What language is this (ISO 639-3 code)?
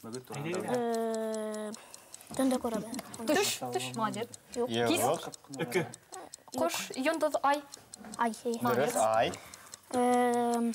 bak